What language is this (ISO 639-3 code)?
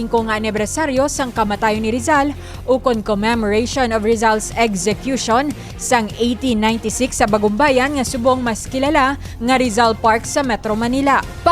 hil